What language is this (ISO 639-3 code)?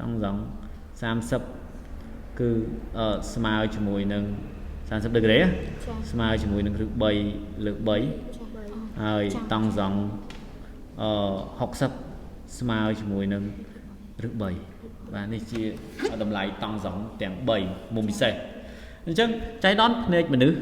khm